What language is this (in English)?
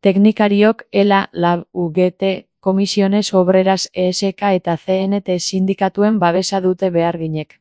Basque